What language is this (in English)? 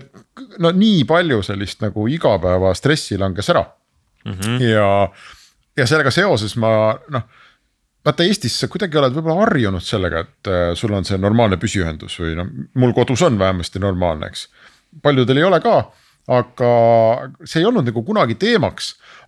Estonian